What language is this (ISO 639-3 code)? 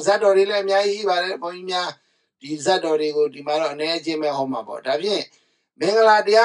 mya